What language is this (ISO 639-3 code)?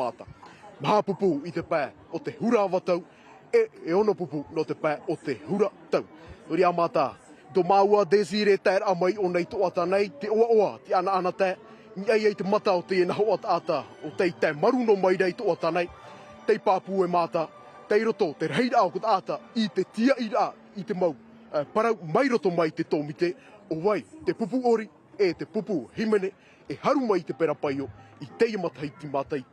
tah